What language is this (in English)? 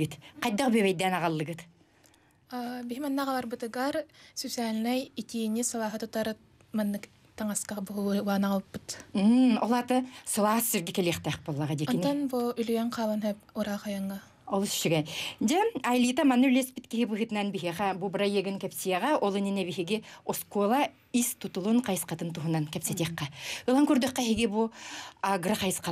Yakut